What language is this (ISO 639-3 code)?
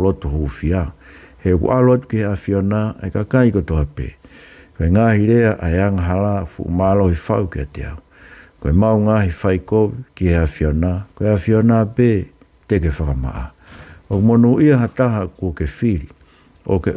ton